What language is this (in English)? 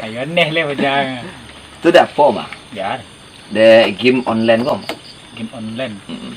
Minangkabau